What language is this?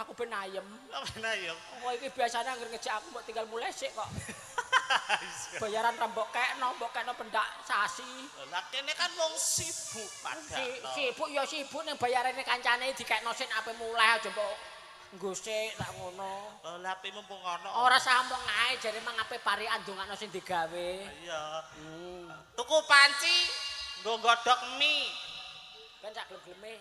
Javanese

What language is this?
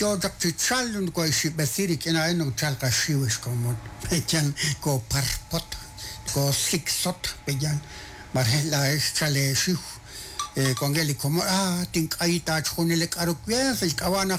Kekchí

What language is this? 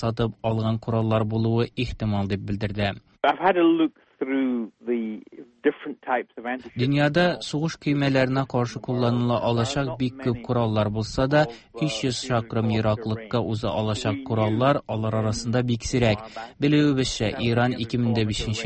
Tatar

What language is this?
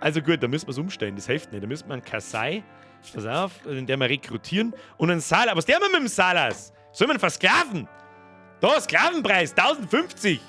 Bavarian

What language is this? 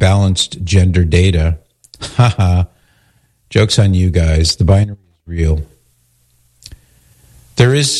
English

